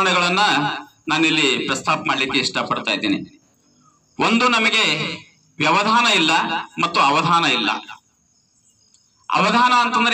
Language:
Kannada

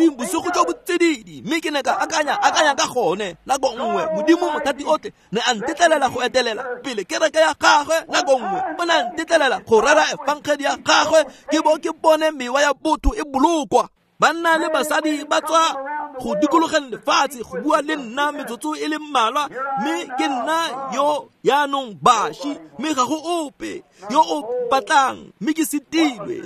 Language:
Tswana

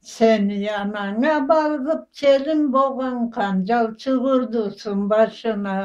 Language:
Karachay-Balkar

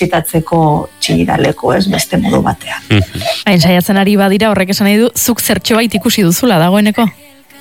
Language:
Basque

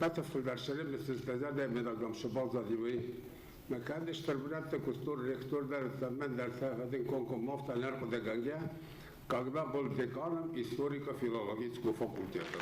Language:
Ossetic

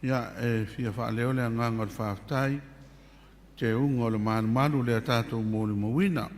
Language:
Samoan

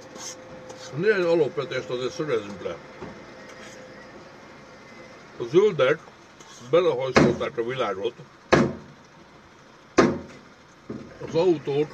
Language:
Hungarian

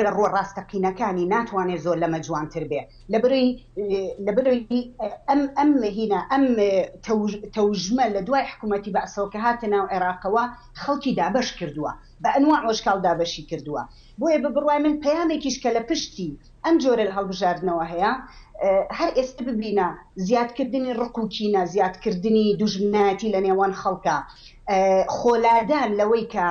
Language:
Central Kurdish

